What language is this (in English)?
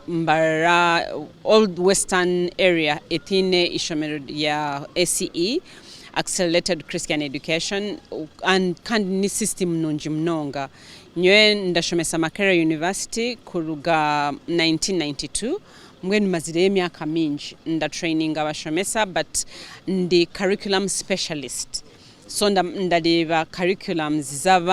Nyankole